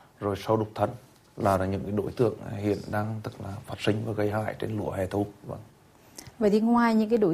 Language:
Vietnamese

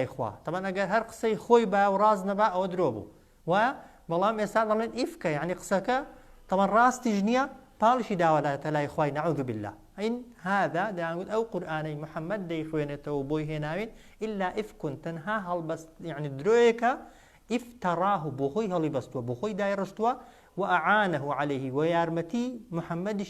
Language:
Central Kurdish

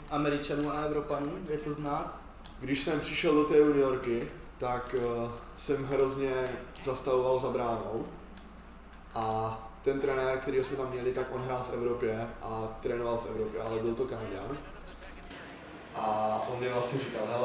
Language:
Czech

